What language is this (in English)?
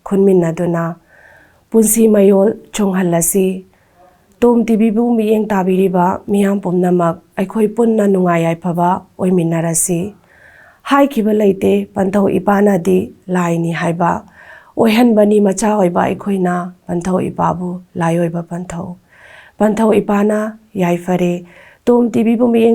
Manipuri